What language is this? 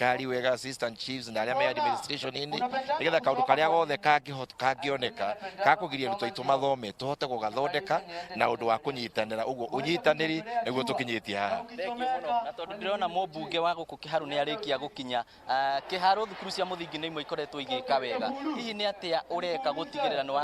Kikuyu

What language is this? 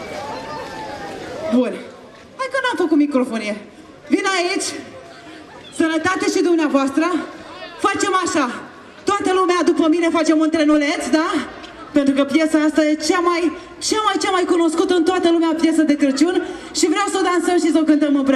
Romanian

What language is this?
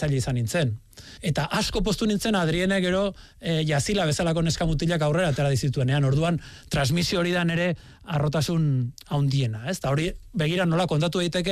Basque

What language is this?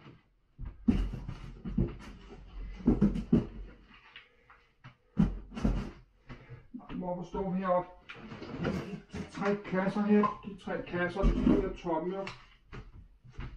Danish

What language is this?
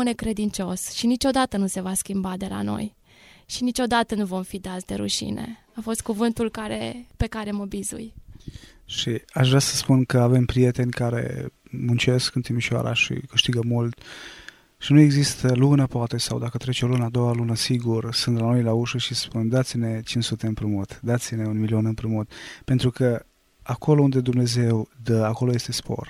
Romanian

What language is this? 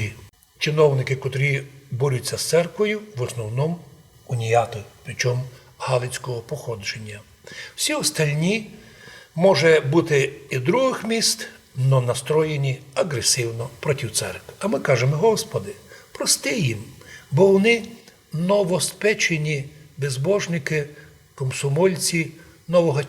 Rusyn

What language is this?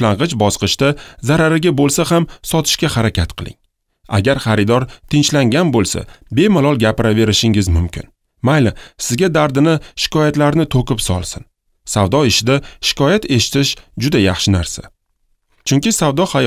Uzbek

